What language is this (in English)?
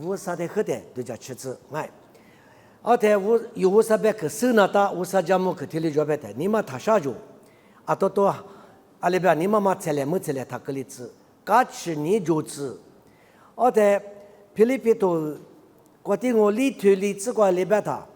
Lisu